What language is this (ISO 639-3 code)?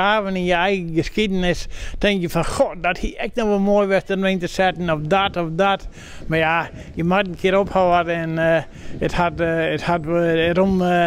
fry